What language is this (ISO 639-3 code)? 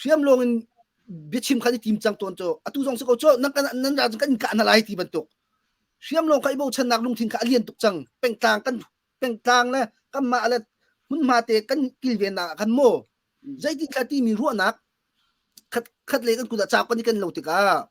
cnh